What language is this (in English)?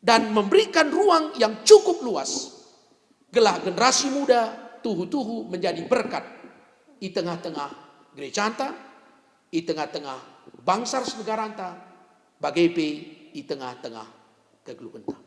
Batak Karo